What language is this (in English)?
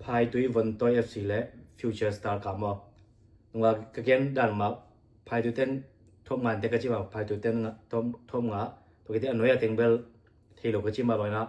Tedim Chin